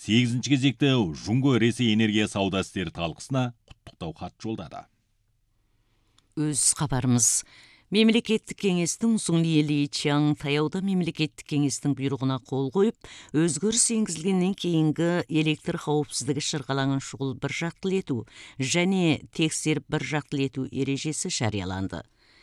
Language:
Kazakh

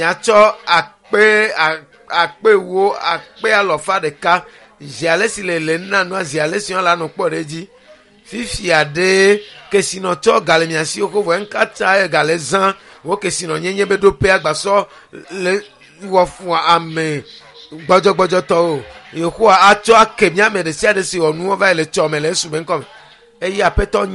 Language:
Ewe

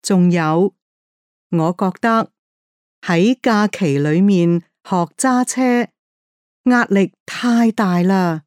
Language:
Cantonese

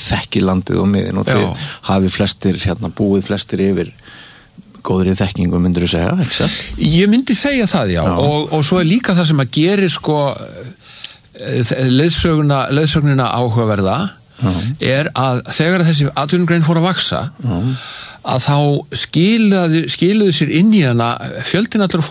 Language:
Icelandic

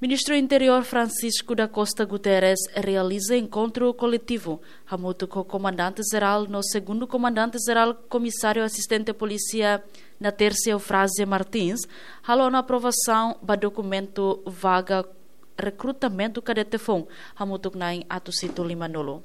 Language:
Tetum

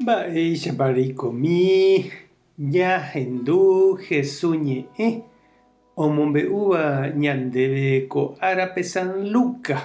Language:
Guarani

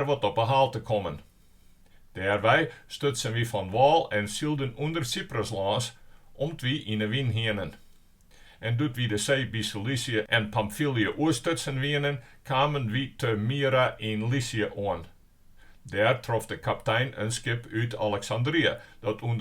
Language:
Western Frisian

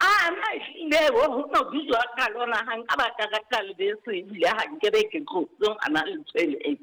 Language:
Southern Sotho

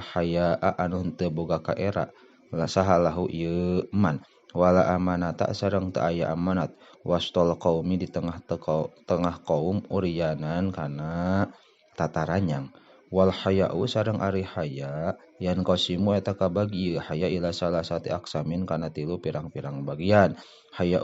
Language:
Sundanese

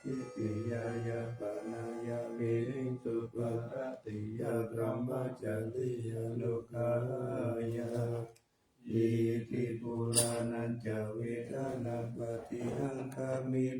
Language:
Pali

